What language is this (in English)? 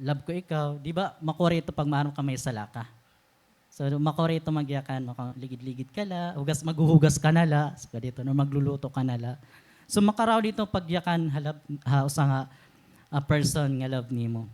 Waray